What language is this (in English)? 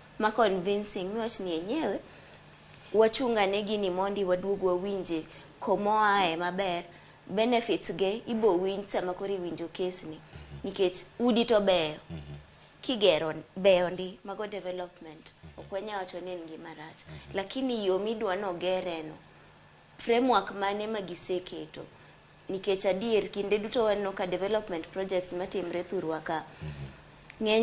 Luo (Kenya and Tanzania)